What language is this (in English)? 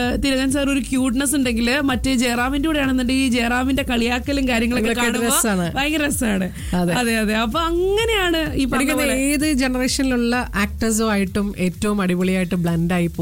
Malayalam